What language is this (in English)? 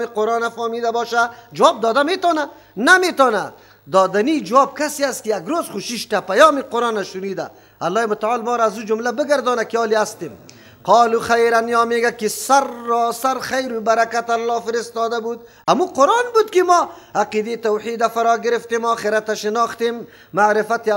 Persian